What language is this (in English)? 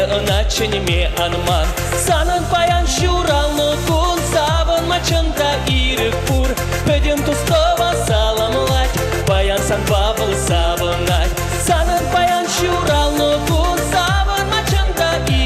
Chuvash